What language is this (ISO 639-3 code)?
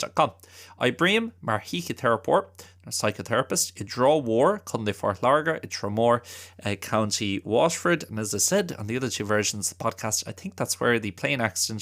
gle